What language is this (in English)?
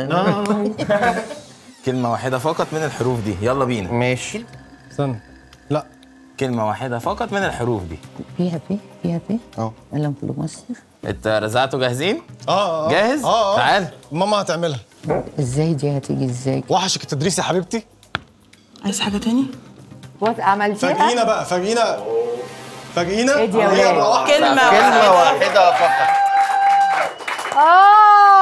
Egyptian Arabic